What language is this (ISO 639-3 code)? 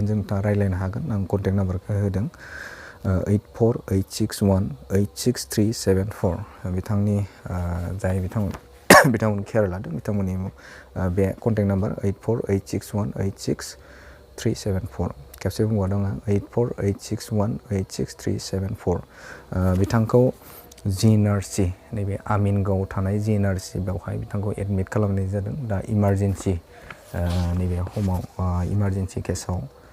brx